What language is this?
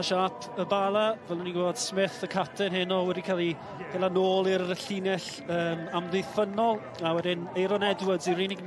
Welsh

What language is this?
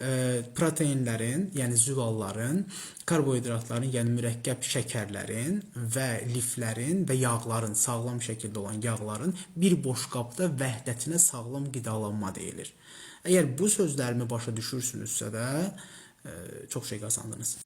Azerbaijani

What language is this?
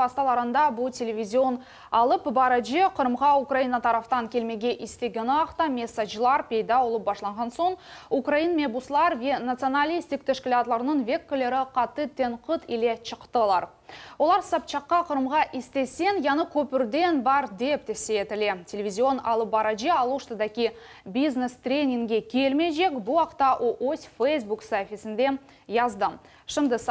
Crimean Tatar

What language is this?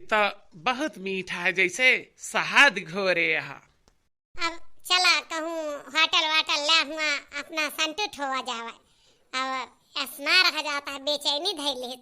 Awadhi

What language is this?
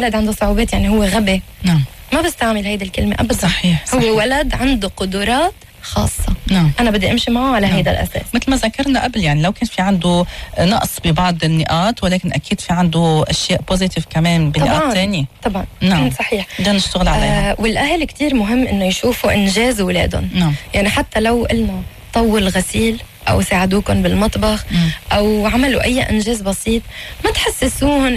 North Levantine Arabic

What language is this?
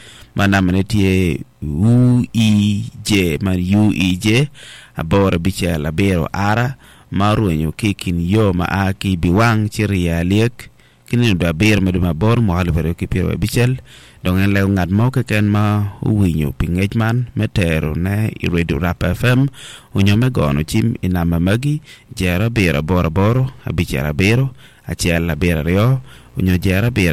Acoli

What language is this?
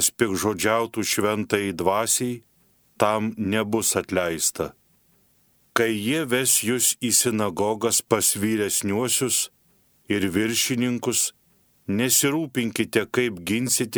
Lithuanian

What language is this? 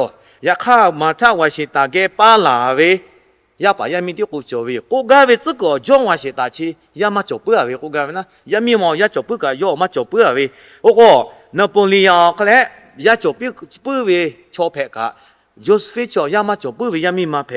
Lahu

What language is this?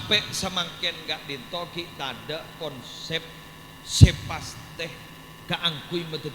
Madurese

